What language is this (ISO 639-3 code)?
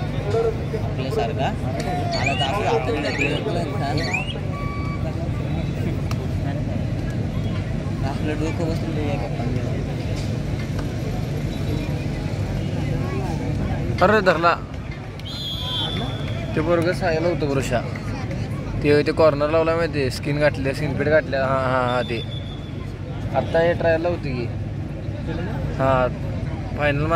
mar